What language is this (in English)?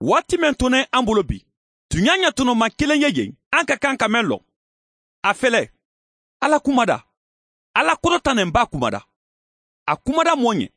Mandingo